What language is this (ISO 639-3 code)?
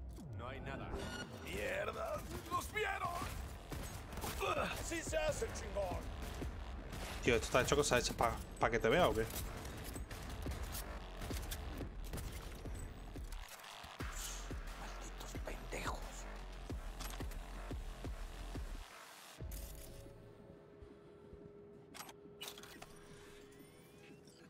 spa